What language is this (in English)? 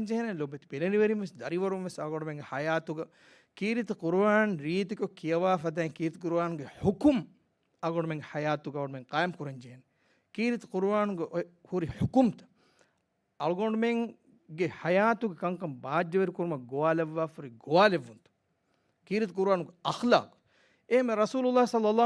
Divehi